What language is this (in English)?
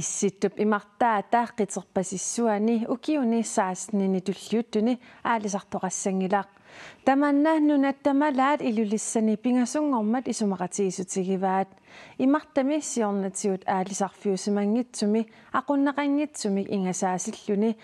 Kalaallisut